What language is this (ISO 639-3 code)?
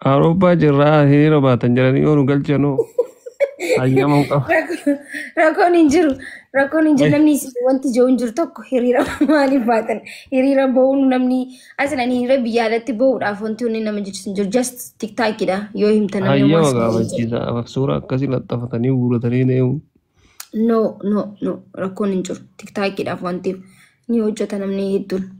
orm